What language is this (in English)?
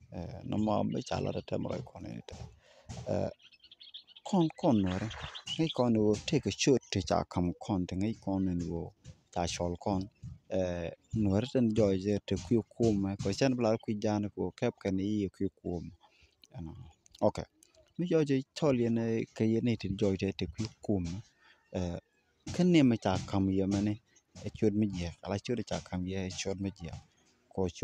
Nuer